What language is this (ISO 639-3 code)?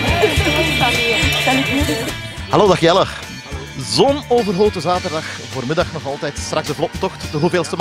nld